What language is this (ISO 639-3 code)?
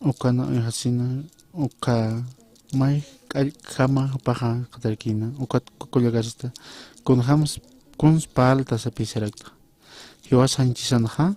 aym